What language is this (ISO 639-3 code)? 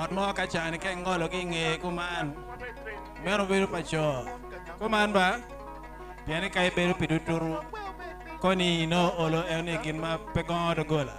ach